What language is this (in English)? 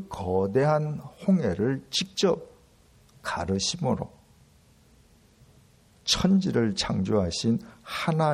Korean